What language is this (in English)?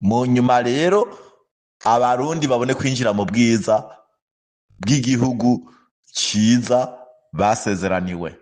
Rundi